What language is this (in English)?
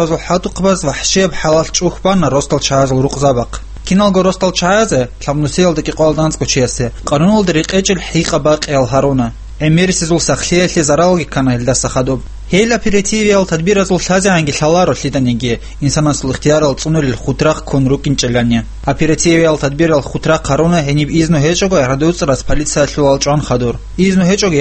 Avaric